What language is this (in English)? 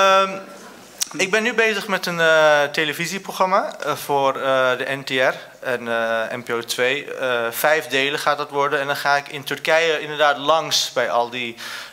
Dutch